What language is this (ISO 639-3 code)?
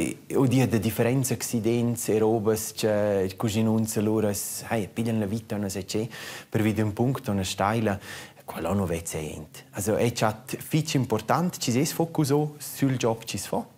roh